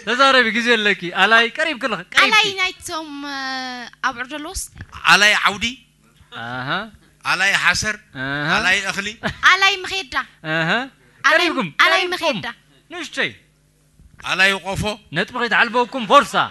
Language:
Tigrinya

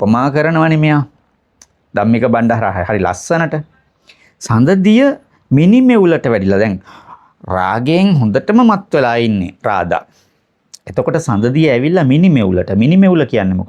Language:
Sinhala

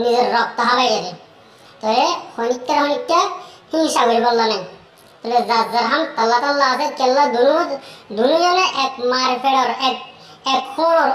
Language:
Rohingya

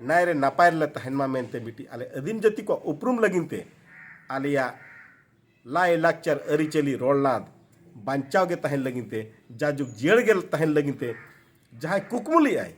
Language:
Santali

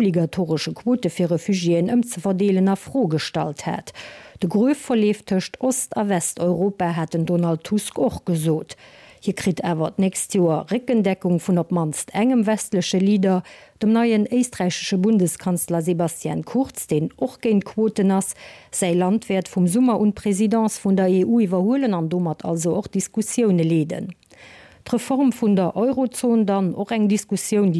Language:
Luxembourgish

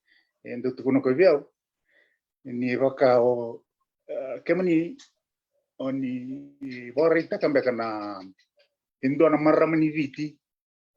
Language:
Fijian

